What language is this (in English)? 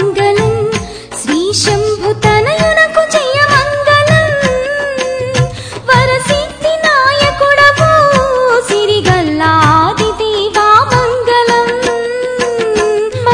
Telugu